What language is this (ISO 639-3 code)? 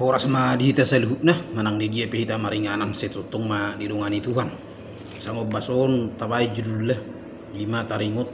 bbc